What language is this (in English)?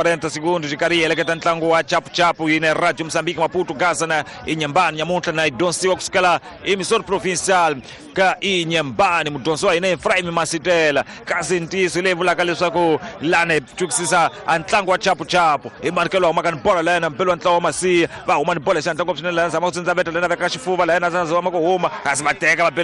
Tsonga